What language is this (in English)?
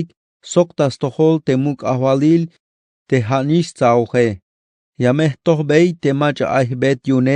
Tzeltal